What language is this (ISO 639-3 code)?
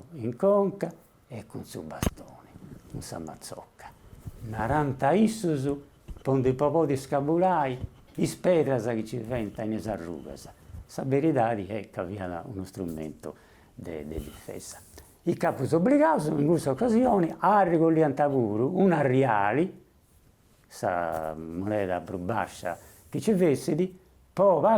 srd